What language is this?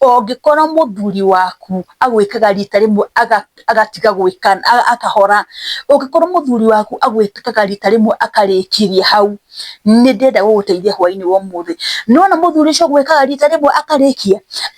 Kikuyu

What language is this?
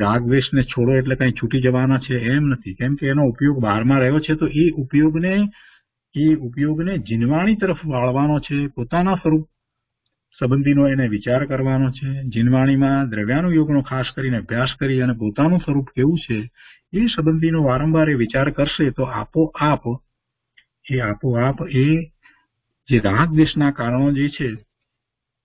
Gujarati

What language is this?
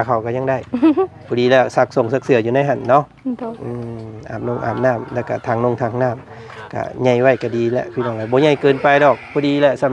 Lao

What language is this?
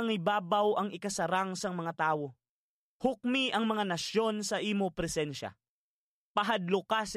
Hiligaynon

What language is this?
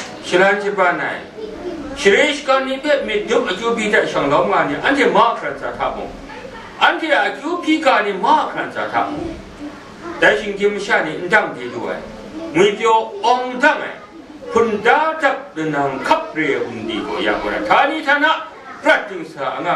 Kachin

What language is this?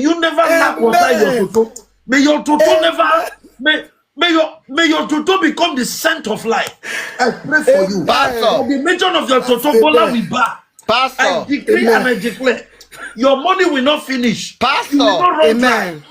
Nigerian Pidgin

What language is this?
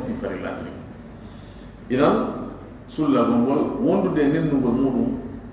Fula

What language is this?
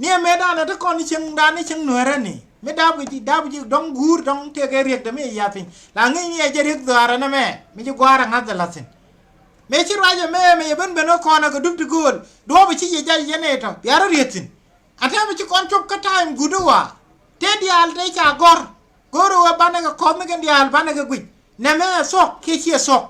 Nuer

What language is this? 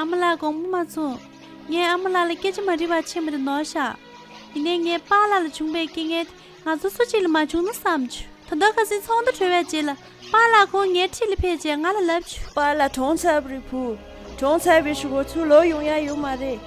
Tibetan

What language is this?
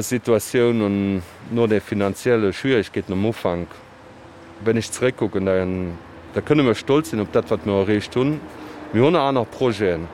Luxembourgish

